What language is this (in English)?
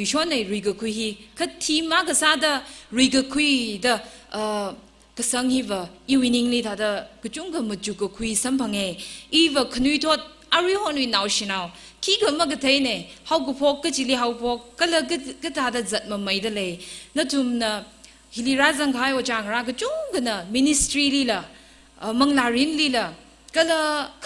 Tangkhul Naga (India)